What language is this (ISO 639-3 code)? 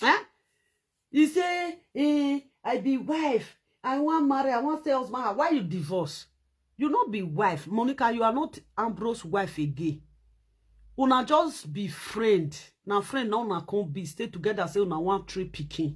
pcm